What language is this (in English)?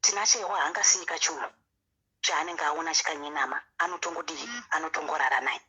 Shona